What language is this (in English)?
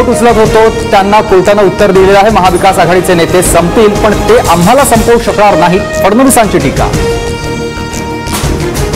Marathi